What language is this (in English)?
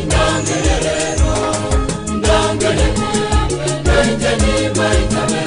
Gusii